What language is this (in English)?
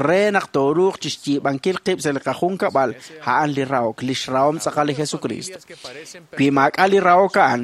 Kekchí